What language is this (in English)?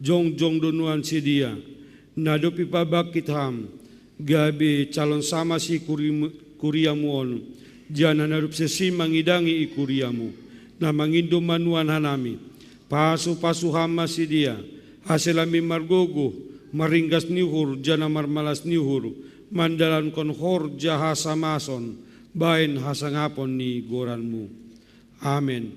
Batak Simalungun